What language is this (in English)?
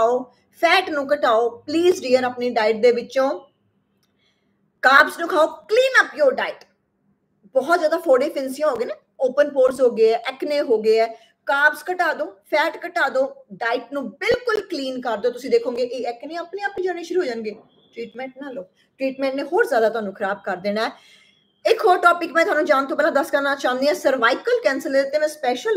Punjabi